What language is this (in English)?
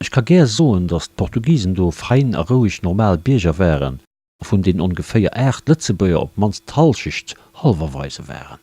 Luxembourgish